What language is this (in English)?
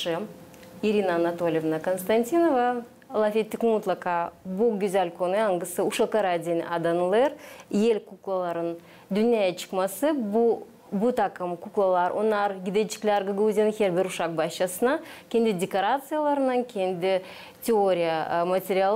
Gagauz